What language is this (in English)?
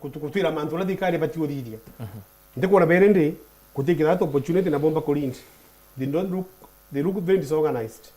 Meru